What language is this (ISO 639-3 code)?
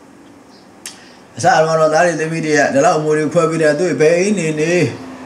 mya